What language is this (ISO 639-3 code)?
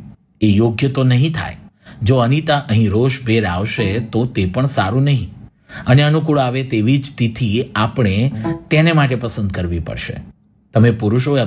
guj